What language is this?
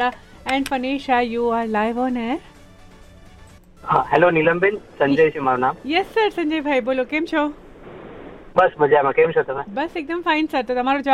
Gujarati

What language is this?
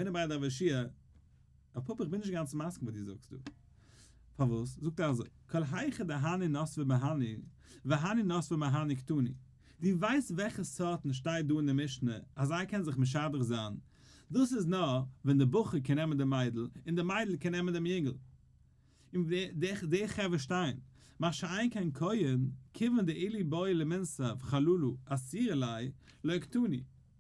Yiddish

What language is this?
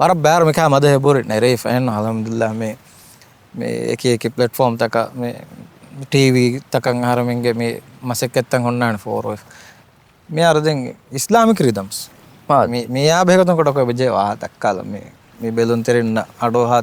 Divehi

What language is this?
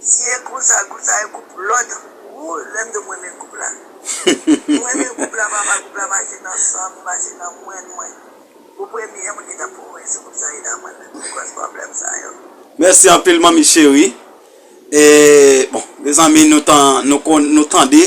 Haitian Creole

